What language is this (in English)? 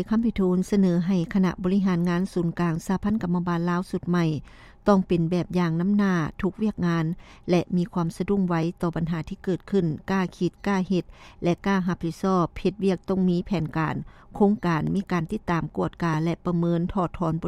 Lao